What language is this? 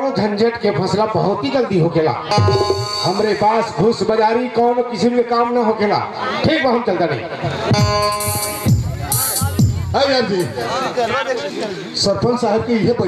Bhojpuri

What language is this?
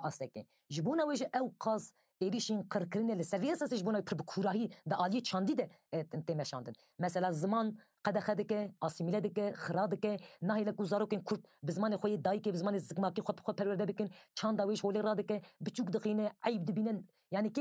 Kurdish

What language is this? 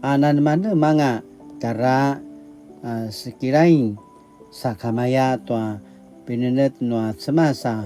Paiwan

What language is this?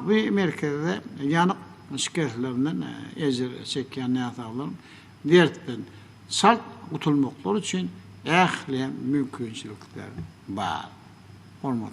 Turkmen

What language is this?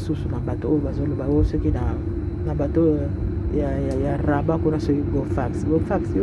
Lingala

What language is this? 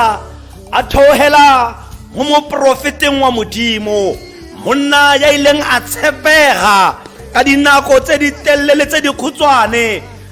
Tswana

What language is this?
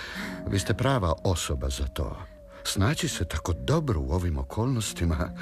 Serbian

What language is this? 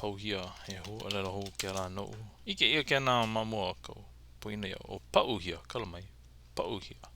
Hawaiian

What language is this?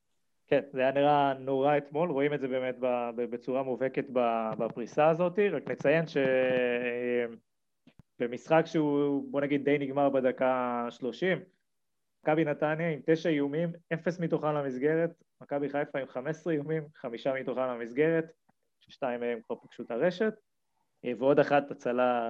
Hebrew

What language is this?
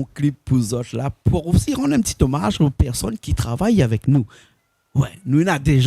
Réunion Creole French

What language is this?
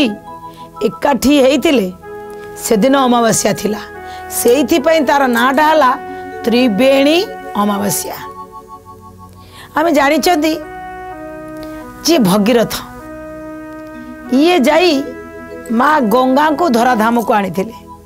Odia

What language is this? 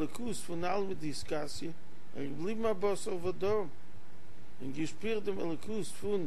Yiddish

